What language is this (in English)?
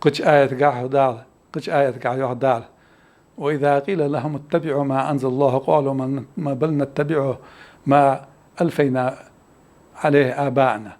Ingush